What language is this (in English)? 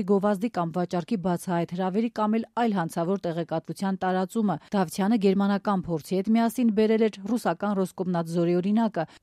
Armenian